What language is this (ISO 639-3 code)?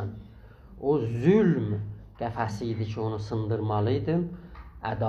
azb